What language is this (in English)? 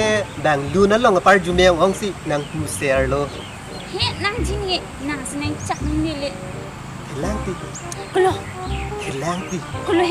Karbi